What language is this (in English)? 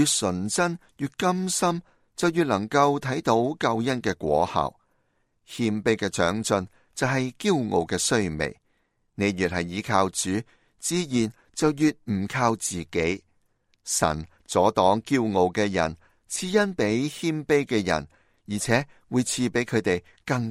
Cantonese